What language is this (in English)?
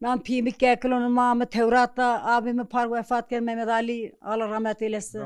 Zaza